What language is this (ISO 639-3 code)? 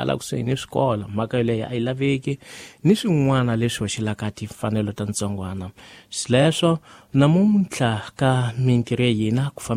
tso